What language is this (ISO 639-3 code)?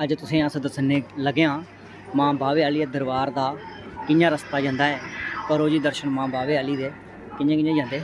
doi